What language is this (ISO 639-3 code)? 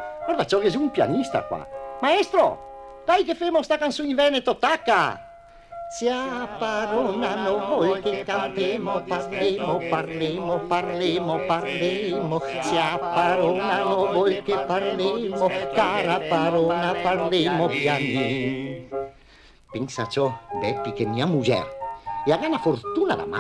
vec